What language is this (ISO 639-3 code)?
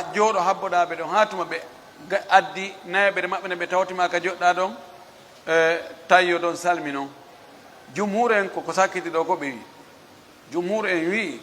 fuf